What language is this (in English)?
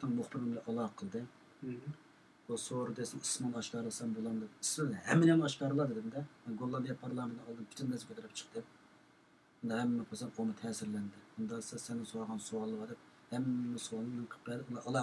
Uyghur